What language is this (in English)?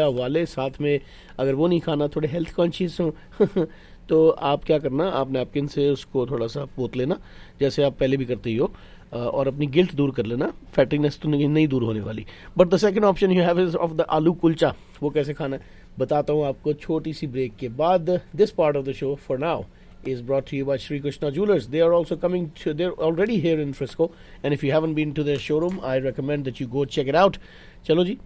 Hindi